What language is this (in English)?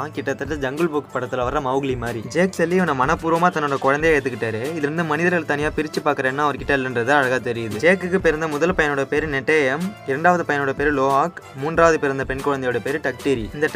Tamil